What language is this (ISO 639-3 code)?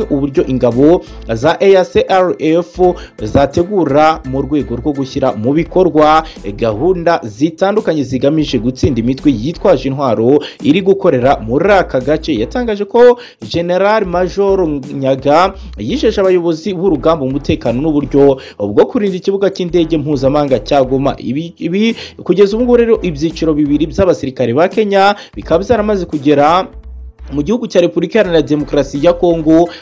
kin